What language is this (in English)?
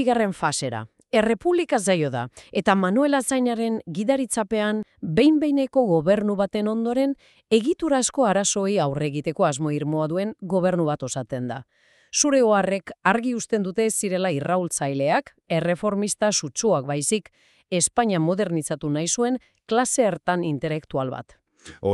Basque